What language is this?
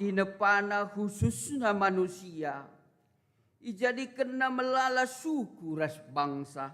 Batak Karo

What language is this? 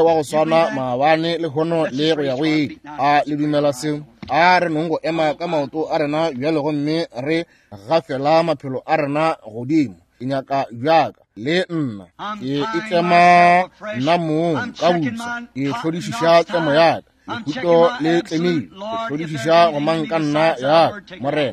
Northern Sotho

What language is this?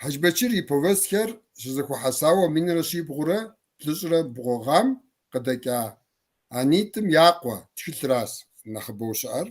Kabardian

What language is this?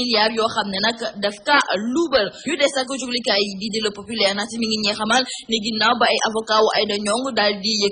Wolof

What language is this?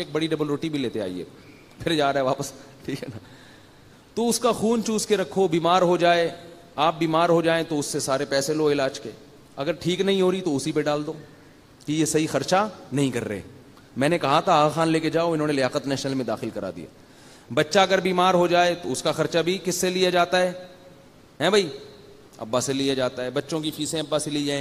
Urdu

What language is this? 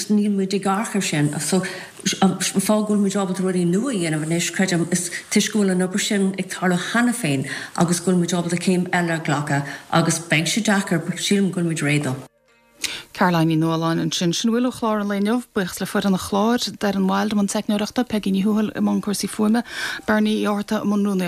Irish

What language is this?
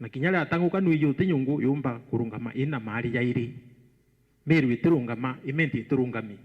Meru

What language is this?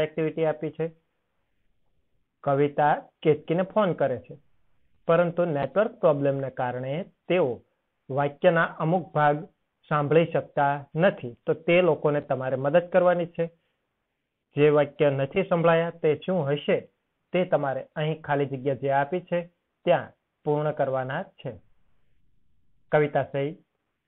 Gujarati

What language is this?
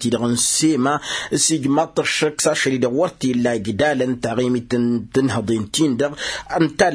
Tamasheq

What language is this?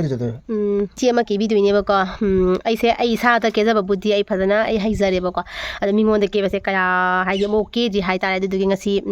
Manipuri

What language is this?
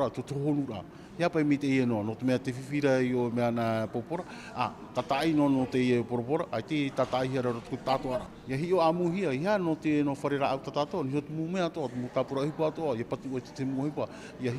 Tahitian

